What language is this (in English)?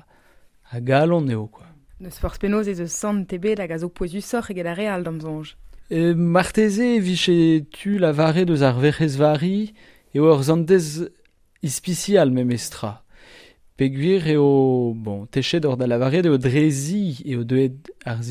Breton